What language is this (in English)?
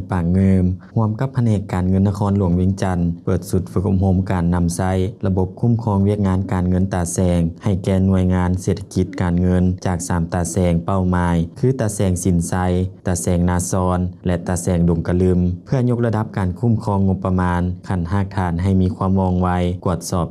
Lao